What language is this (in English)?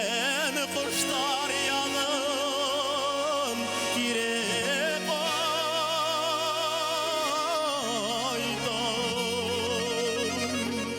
Bashkir